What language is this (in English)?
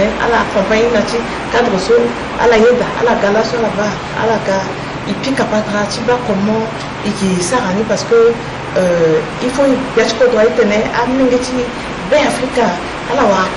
Sango